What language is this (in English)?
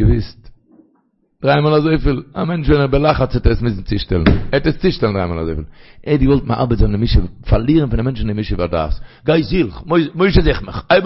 Yiddish